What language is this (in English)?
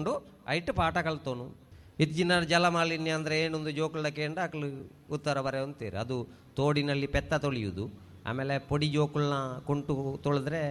Tulu